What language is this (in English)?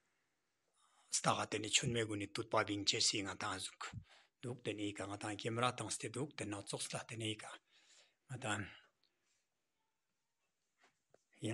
Ladakhi